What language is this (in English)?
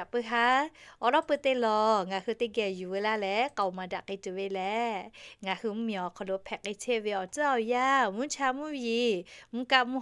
Lahu